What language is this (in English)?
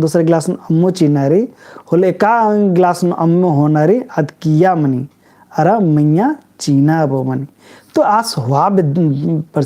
Kurukh